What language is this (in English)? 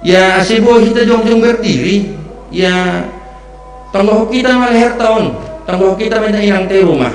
Batak Simalungun